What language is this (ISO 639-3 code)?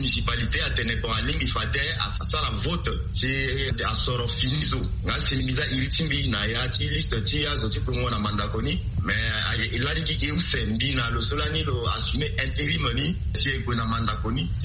sag